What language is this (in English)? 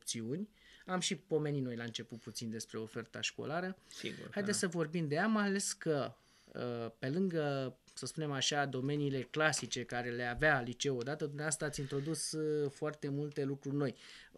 Romanian